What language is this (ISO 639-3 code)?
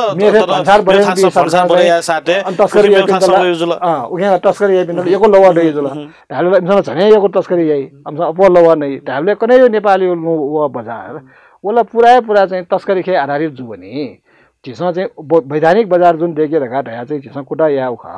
new